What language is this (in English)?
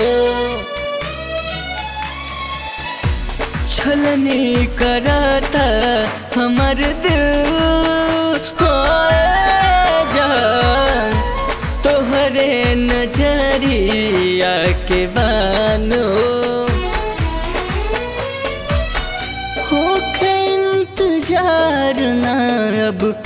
Bhojpuri